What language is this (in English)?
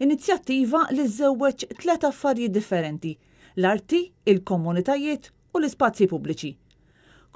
Maltese